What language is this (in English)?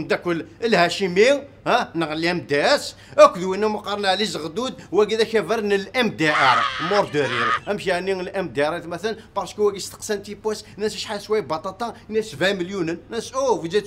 Kabyle